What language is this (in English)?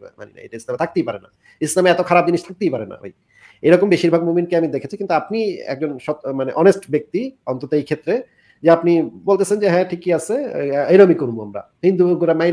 Bangla